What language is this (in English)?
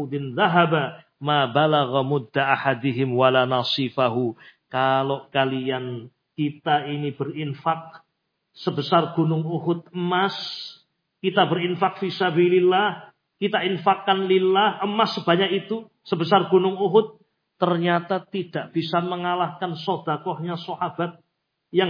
Indonesian